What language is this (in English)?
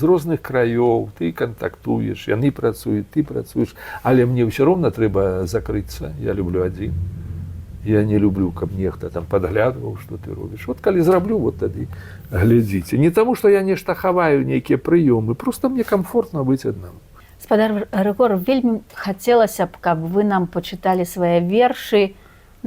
Belarusian